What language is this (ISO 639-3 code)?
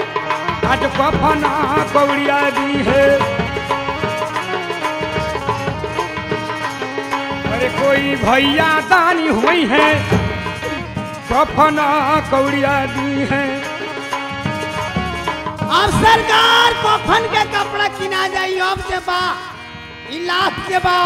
bho